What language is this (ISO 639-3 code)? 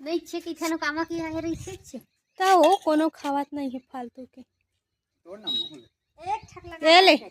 hne